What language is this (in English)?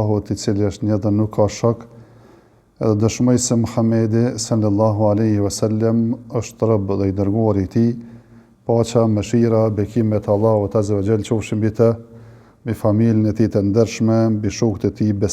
Albanian